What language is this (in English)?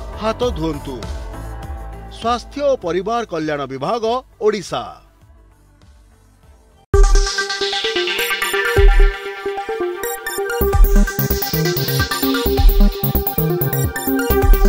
Odia